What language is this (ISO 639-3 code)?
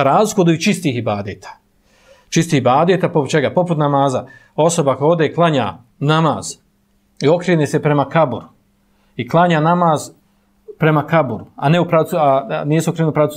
bos